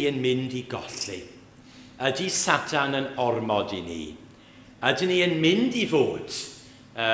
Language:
Welsh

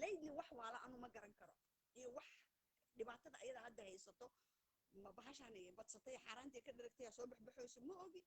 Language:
Somali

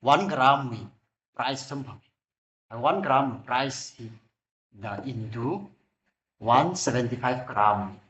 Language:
Tangkhul Naga (India)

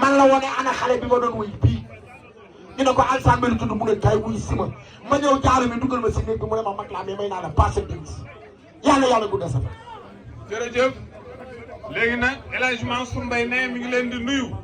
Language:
Wolof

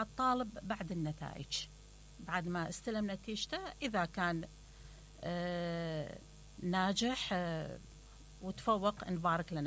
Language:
Mesopotamian Arabic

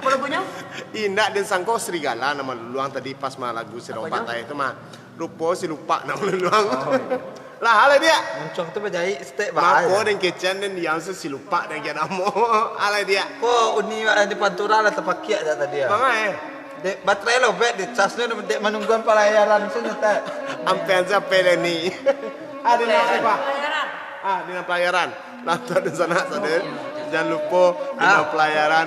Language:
Minangkabau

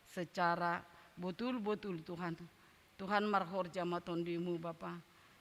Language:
Batak Simalungun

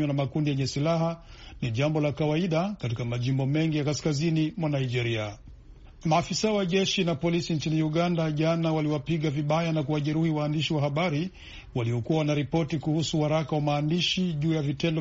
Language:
Swahili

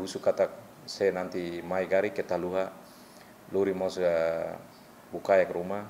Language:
Tetum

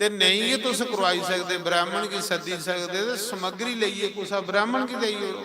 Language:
Dogri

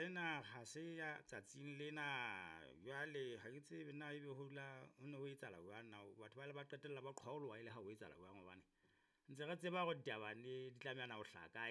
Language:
Southern Sotho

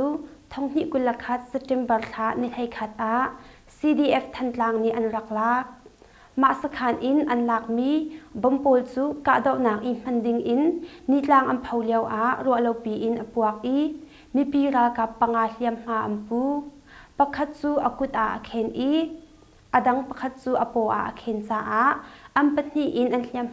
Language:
Hakha Chin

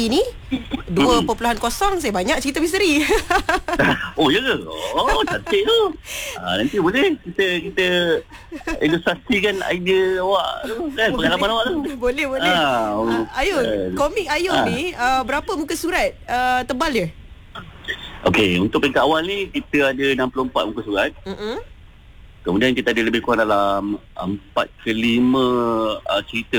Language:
Malay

